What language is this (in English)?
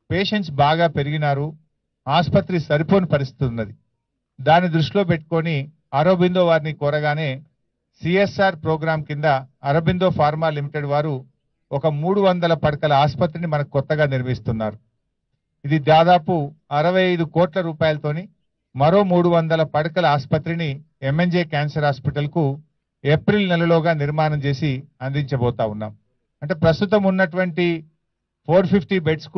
Telugu